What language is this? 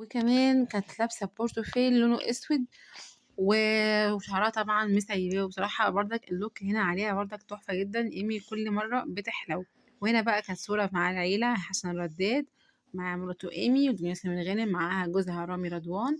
Egyptian Arabic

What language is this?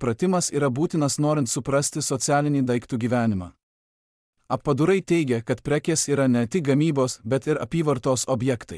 Lithuanian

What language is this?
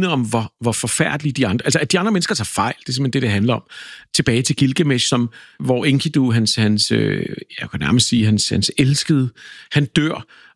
Danish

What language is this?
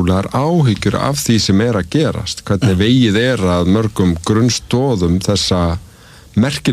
Icelandic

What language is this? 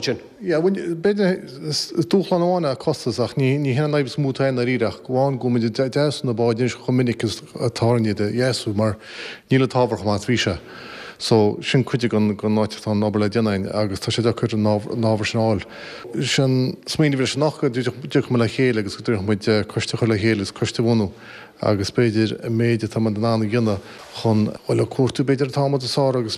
Irish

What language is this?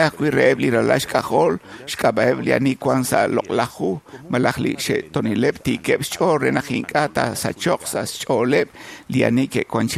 Kekchí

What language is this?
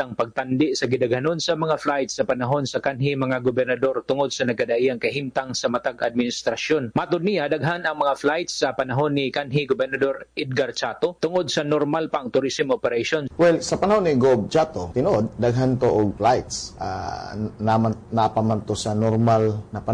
Cebuano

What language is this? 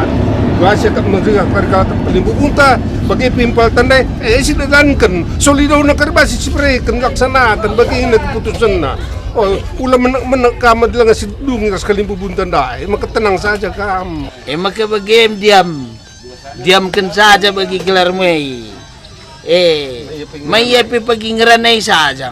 Batak Karo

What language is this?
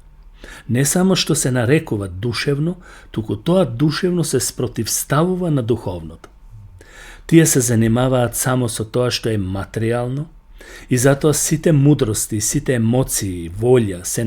Macedonian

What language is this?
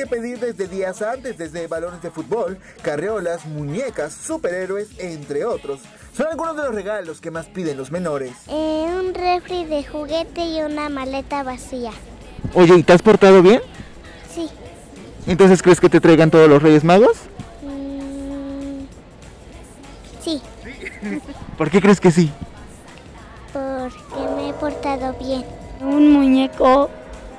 Spanish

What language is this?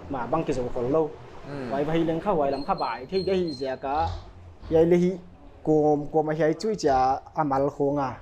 Paite Chin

